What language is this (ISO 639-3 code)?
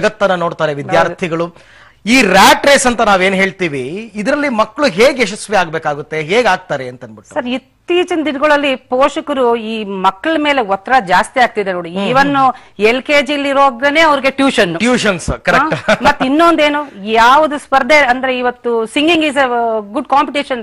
kan